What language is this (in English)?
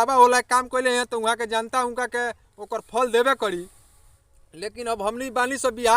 Bhojpuri